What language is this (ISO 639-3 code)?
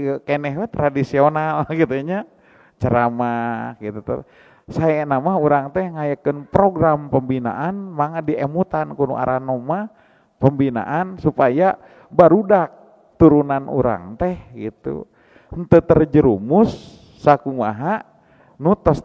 sun